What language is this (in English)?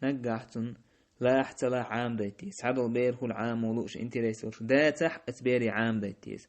Chechen